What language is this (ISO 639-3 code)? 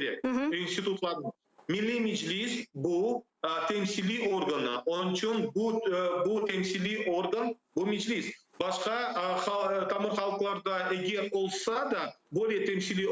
crh